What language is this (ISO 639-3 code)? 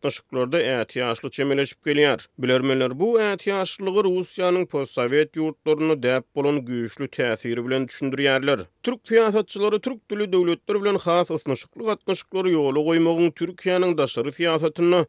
tuk